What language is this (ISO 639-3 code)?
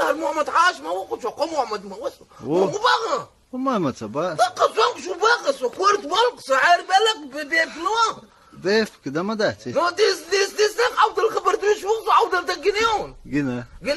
che